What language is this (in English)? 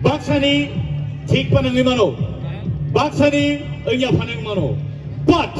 Kok Borok